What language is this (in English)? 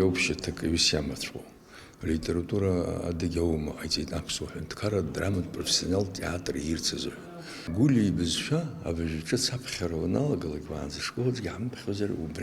Abkhazian